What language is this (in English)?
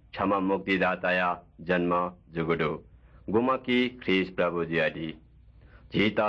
Newari